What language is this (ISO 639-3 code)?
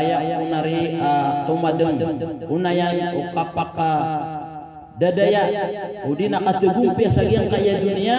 mrw